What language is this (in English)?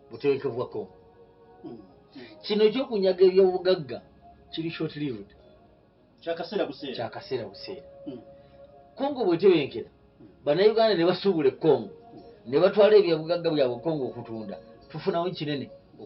Ganda